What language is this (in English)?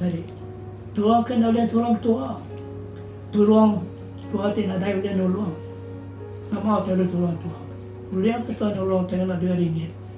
Iban